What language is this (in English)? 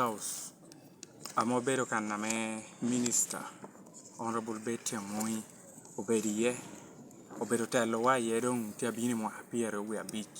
Lango (Uganda)